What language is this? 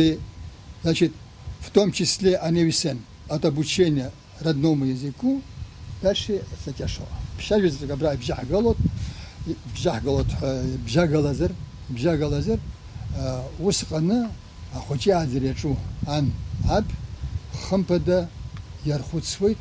Abkhazian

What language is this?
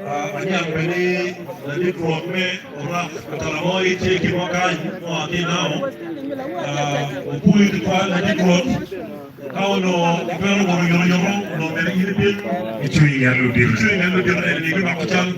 Acoli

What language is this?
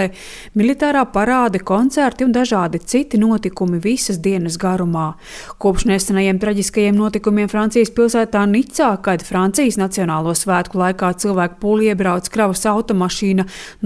Latvian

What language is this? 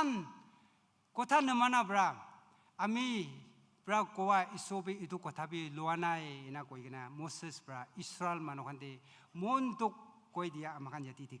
Naga Pidgin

